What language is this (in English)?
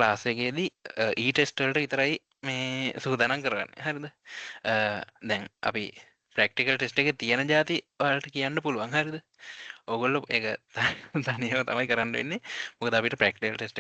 Sinhala